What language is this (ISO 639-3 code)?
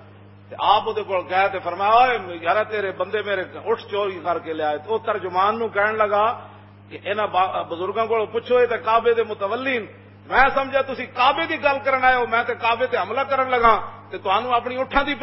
lah